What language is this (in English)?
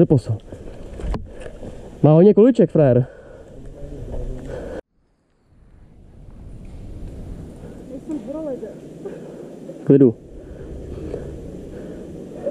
Czech